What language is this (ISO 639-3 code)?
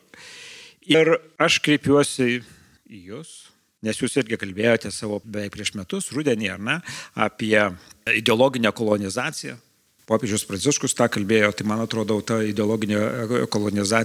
lit